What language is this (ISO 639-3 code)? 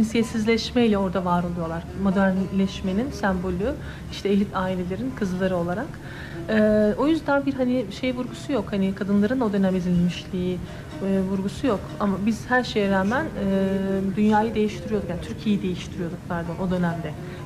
tur